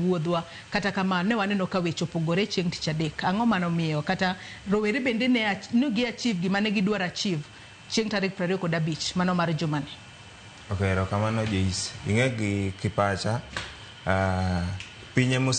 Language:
Luo (Kenya and Tanzania)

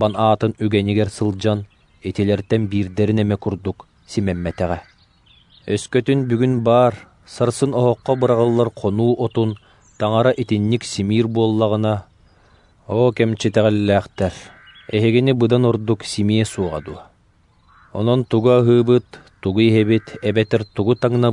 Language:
Yakut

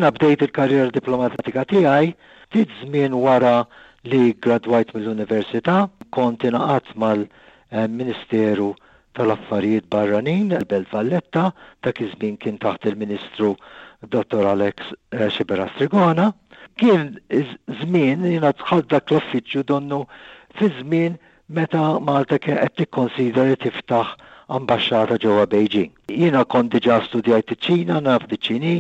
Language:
Maltese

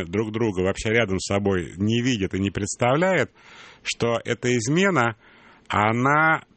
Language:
Russian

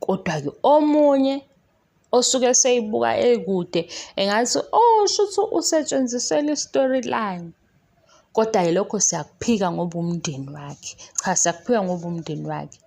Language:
Zulu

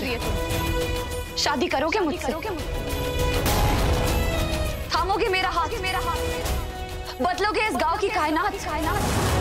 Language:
Hindi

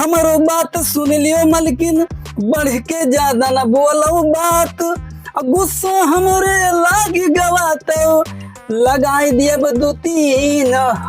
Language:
Awadhi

